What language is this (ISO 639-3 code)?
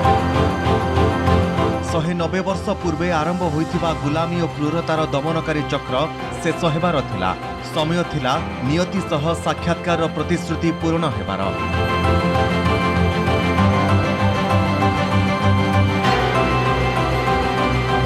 ori